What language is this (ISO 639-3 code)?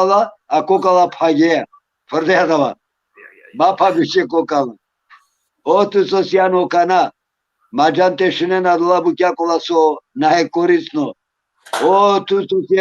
rmn